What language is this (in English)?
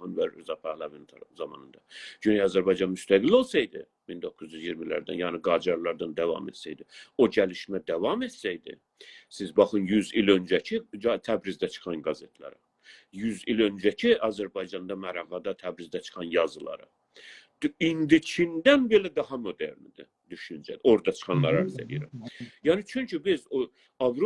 South Azerbaijani